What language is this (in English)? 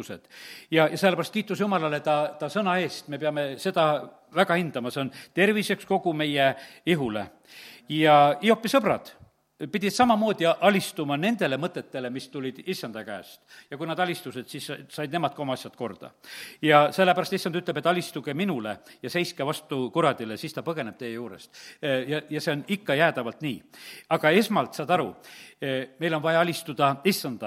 Estonian